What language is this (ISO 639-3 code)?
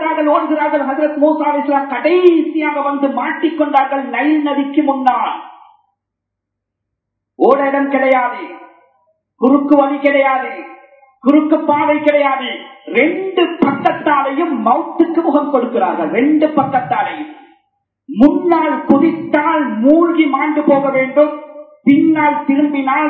tam